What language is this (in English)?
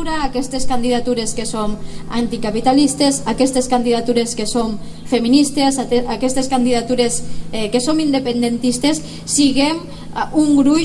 Catalan